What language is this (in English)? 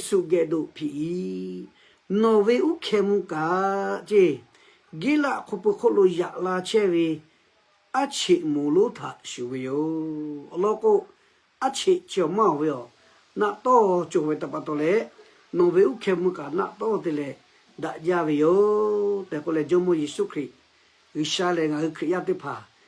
Lahu